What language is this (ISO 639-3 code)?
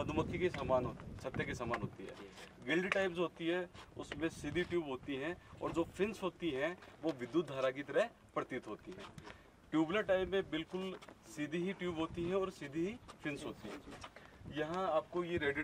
hin